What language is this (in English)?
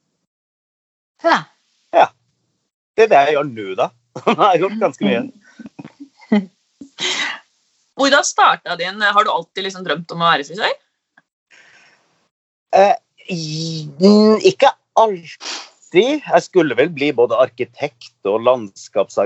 Norwegian